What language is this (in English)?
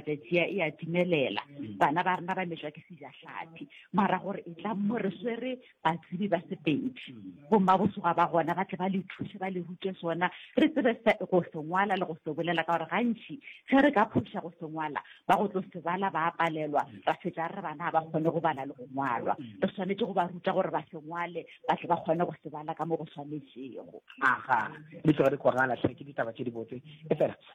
Northern Sotho